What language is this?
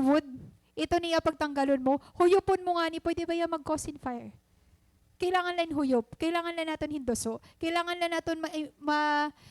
Waray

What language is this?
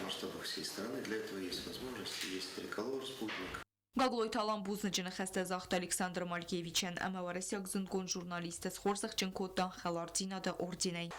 Ossetic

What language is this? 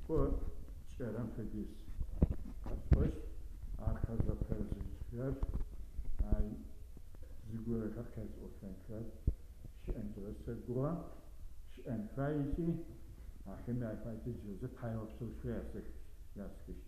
Adyghe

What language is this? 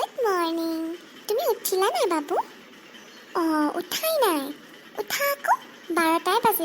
Assamese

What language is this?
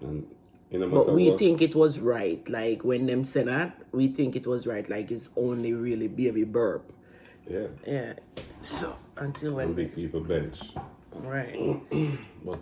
Jamaican Creole English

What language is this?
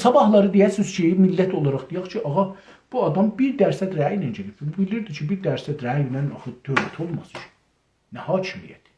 South Azerbaijani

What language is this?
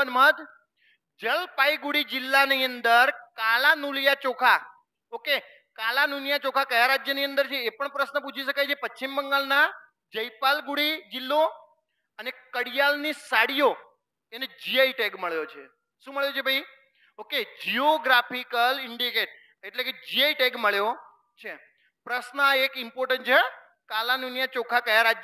Gujarati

